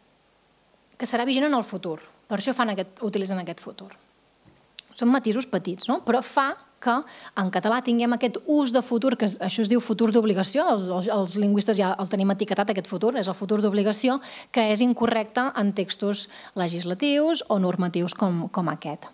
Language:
Catalan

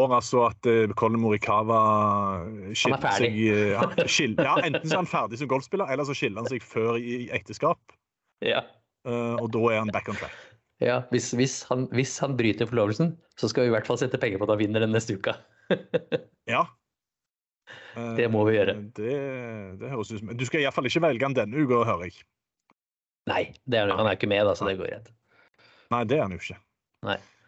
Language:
Norwegian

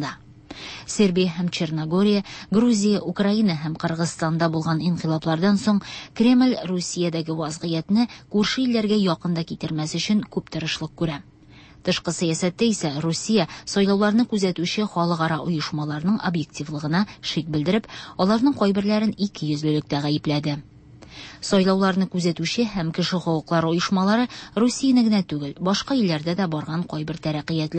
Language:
Tatar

